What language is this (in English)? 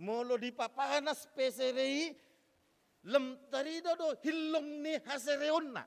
Batak Toba